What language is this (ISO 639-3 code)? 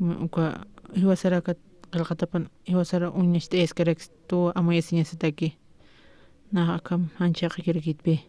aym